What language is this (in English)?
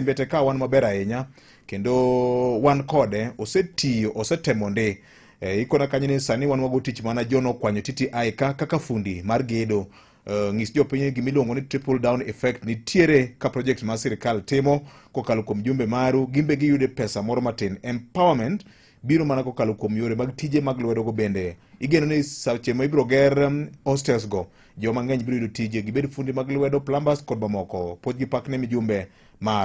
Luo (Kenya and Tanzania)